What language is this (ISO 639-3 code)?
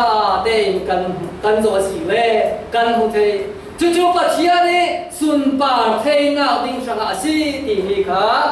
cfm